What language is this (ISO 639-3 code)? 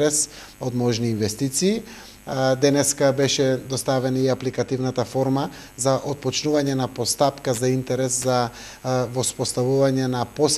mkd